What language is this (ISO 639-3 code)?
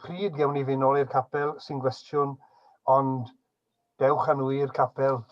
cym